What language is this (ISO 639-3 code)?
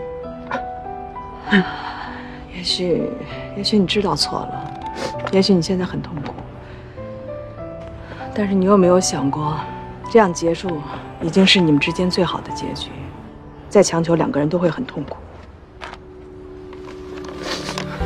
zho